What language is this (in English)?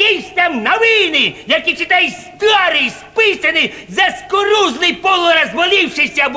Ukrainian